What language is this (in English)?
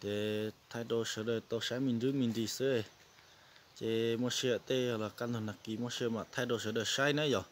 Hmong